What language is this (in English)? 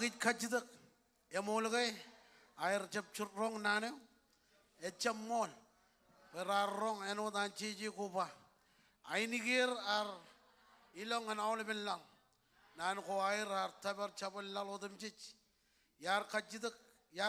Marshallese